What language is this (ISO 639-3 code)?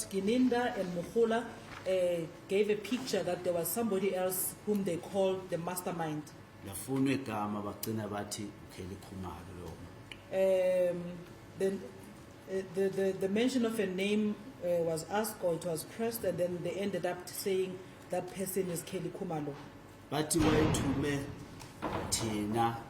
zul